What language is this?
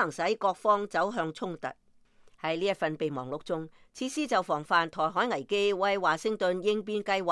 Cantonese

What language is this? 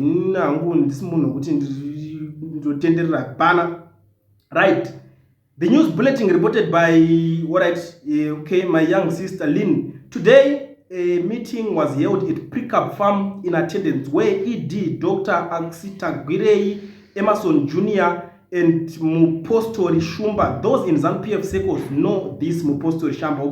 Shona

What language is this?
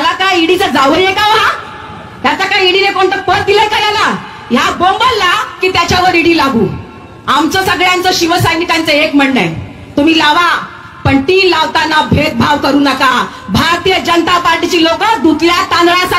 Marathi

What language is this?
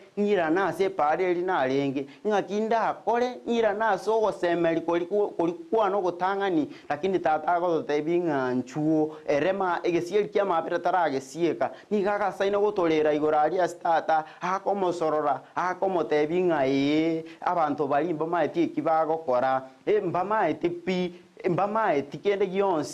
Gusii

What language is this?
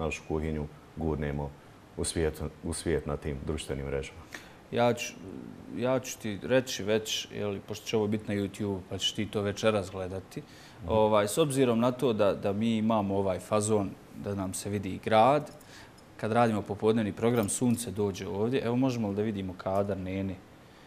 Bosnian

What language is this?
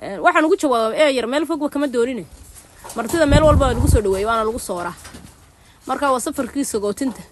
Somali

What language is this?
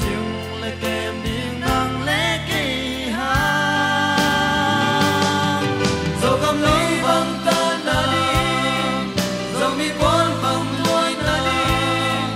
Tedim Chin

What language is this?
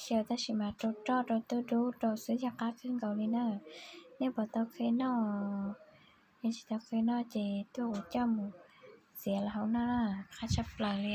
Hmong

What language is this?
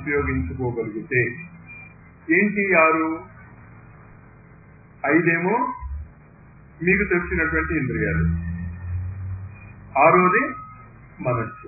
Telugu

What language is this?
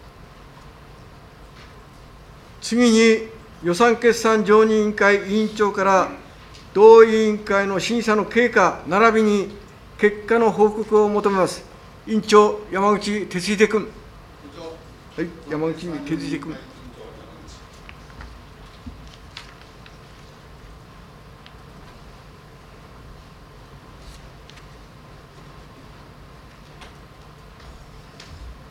Japanese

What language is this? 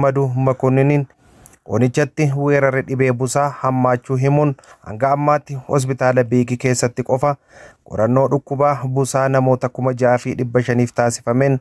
Oromo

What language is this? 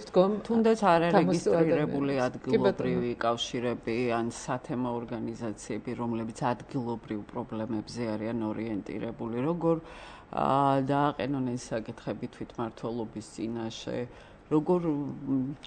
Georgian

